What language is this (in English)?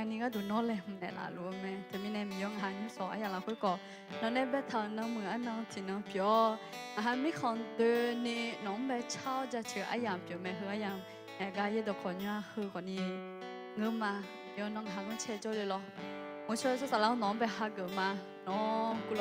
Akha